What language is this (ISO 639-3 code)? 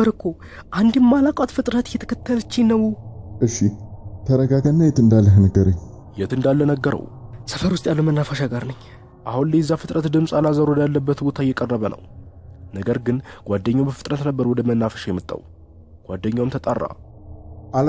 amh